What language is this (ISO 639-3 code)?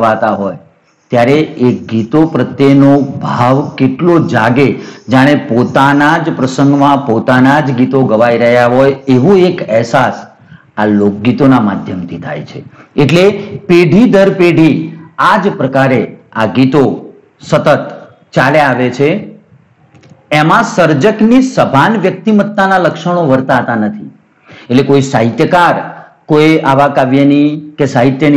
guj